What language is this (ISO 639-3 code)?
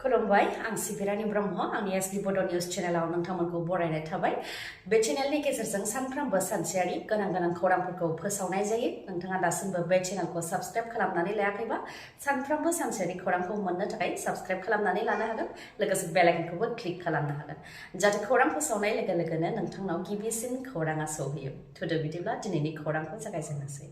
brx